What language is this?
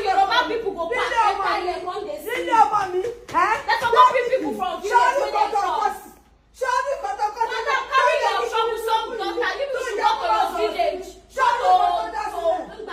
Nigerian Pidgin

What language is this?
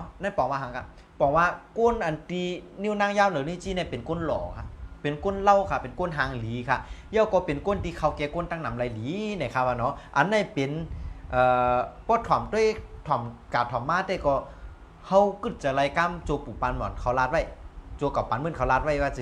Shan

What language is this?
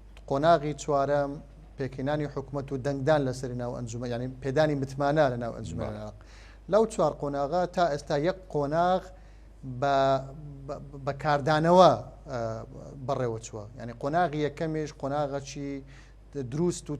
Central Kurdish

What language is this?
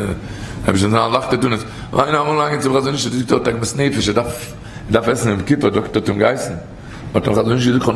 Yiddish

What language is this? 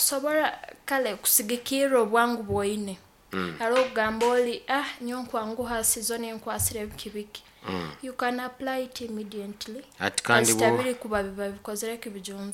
Nyoro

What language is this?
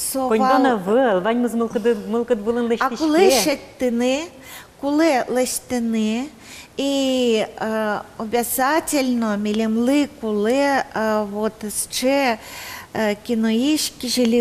Udmurt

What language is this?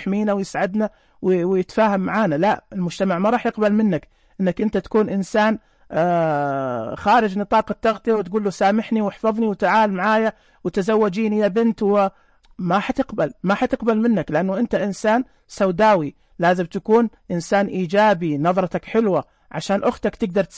Najdi Arabic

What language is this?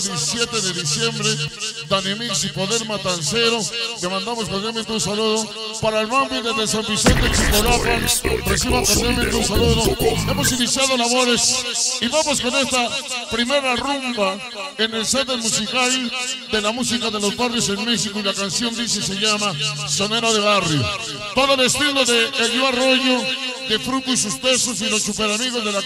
Spanish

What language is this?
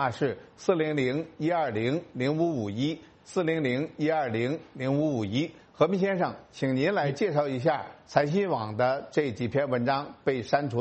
Chinese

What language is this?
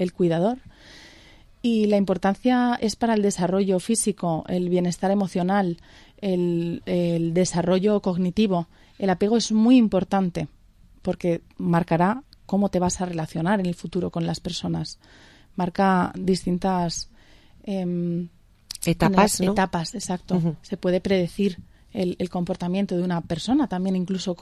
Spanish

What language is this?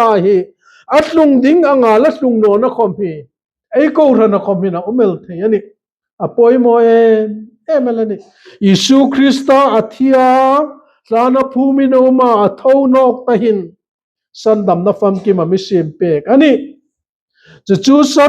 Hmar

